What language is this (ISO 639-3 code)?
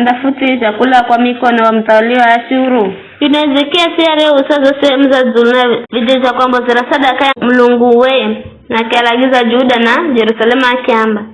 nyf